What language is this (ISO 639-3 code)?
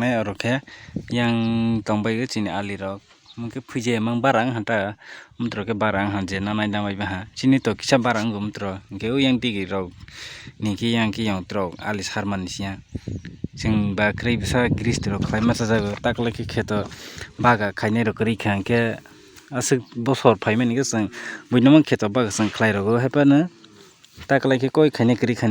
trp